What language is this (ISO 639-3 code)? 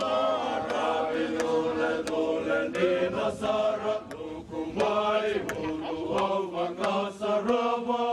fij